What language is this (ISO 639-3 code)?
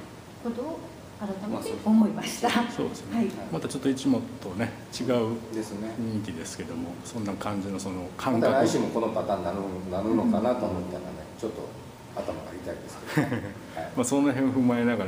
jpn